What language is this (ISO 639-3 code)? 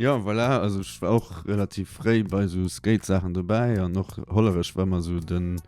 ltz